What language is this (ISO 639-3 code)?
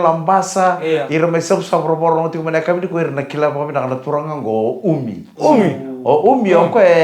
fij